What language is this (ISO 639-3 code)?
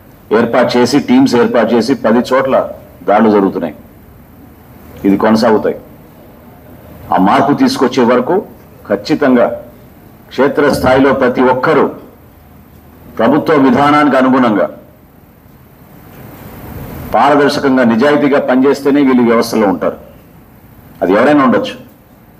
tel